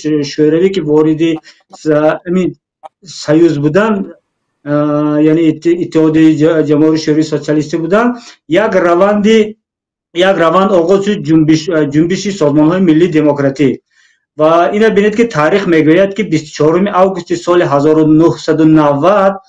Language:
Tajik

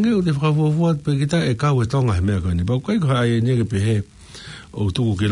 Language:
Tongan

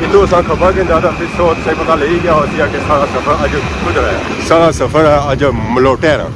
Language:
Pahari-Potwari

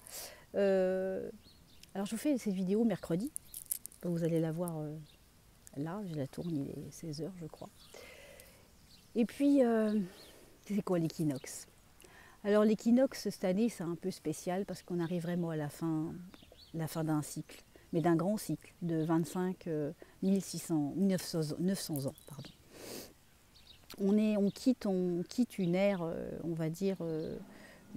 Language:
French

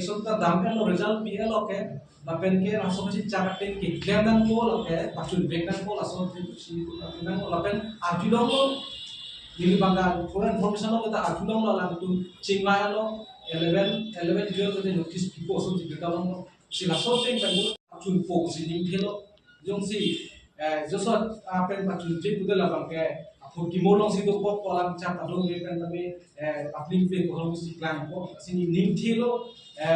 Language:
Karbi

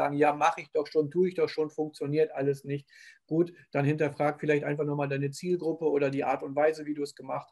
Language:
German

